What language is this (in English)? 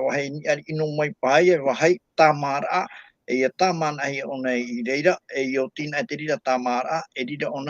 Tahitian